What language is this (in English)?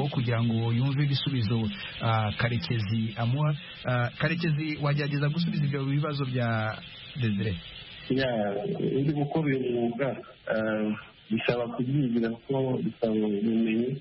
Kinyarwanda